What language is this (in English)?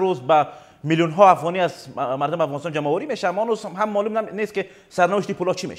Persian